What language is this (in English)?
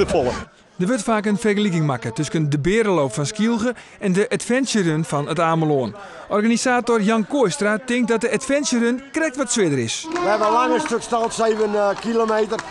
Western Frisian